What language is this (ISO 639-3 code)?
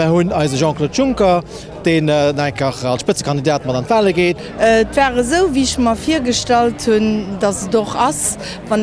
ltz